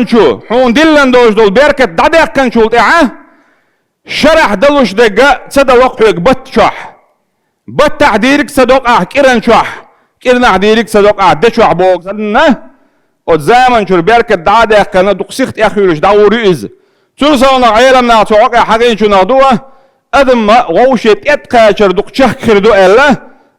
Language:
Chechen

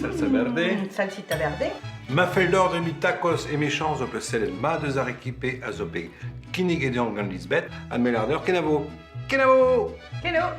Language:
Breton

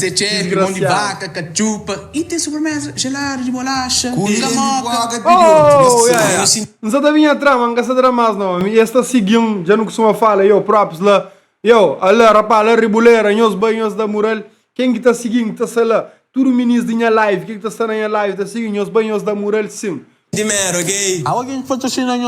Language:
Kabuverdianu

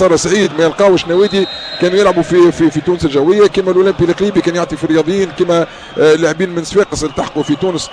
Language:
Tunisian Arabic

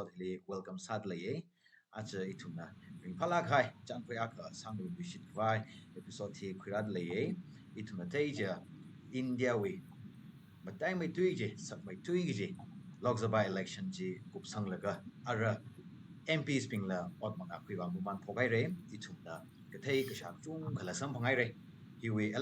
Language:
Tangkhul Naga (India)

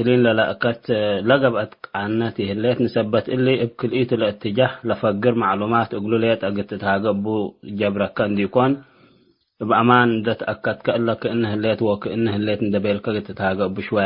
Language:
Tigre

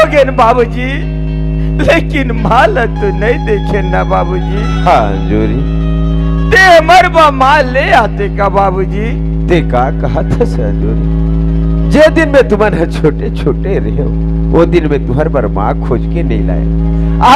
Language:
Chhattisgarhi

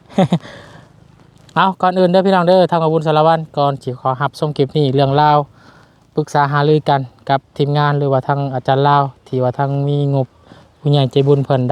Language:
Lao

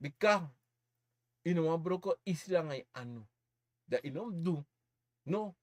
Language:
Sranan Tongo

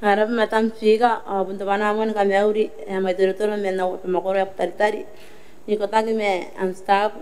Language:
Gilbertese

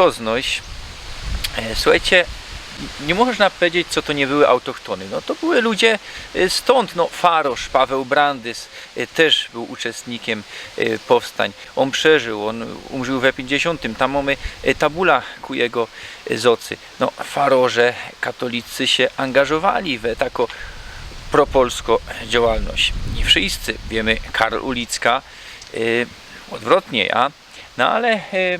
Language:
Silesian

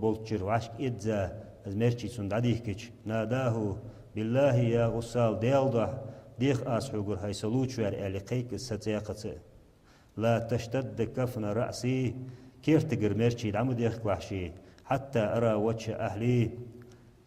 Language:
Ingush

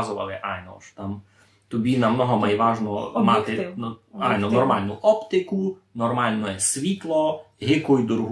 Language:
Rusyn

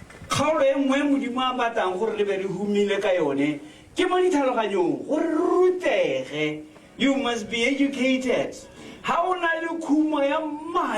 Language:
Tswana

